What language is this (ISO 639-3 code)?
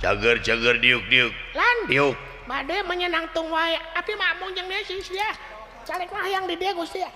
sun